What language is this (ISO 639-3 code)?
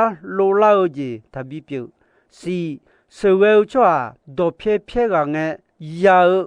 ahk